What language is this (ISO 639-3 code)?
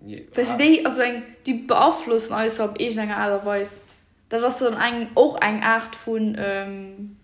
ltz